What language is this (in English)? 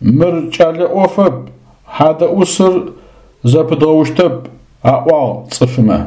Adyghe